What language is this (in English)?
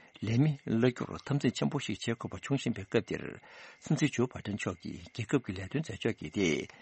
Tibetan